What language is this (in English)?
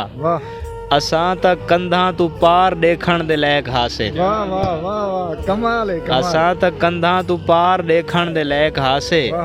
Saraiki